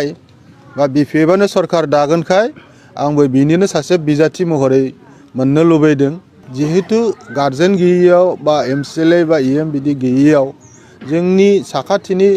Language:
Bodo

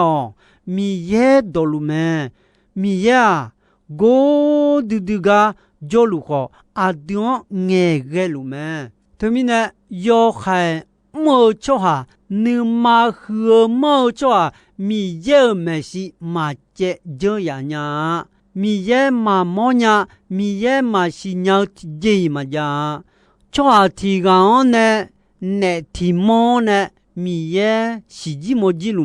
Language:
Akha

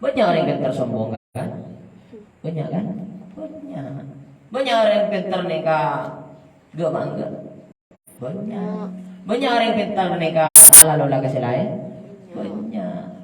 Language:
Madurese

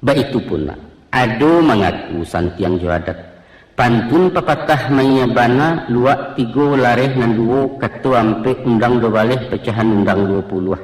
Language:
Minangkabau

